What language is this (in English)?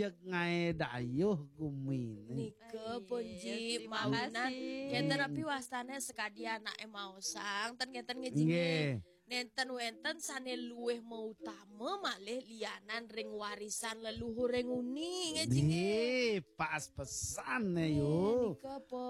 Balinese